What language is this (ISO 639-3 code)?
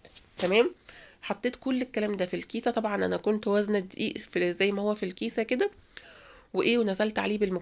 arz